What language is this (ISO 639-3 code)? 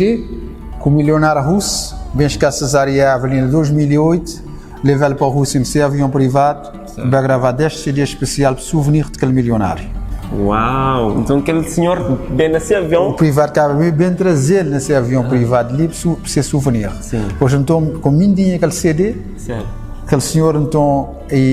kea